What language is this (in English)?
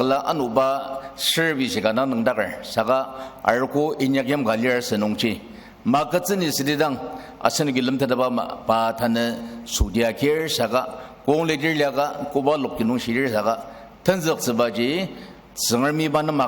Ao Naga